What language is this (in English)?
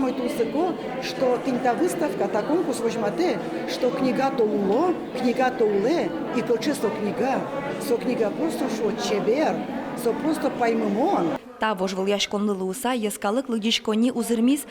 Udmurt